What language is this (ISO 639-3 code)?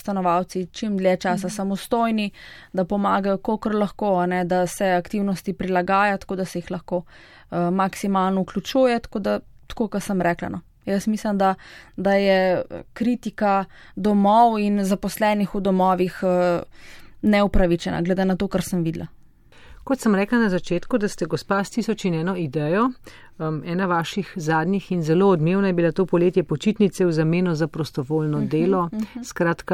slv